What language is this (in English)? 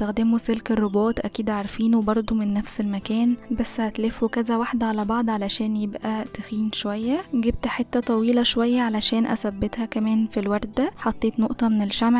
Egyptian Arabic